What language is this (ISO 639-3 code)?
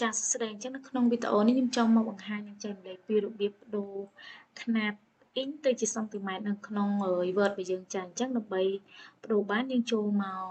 khm